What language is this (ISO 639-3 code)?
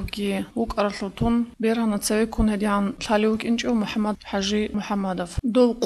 ava